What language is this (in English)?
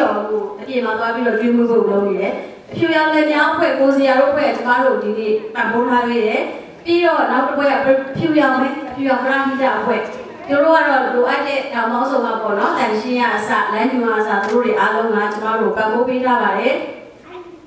Burmese